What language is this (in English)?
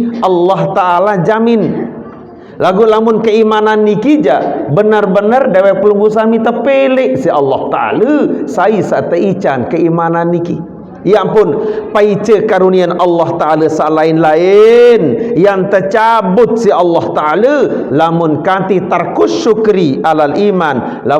Sasak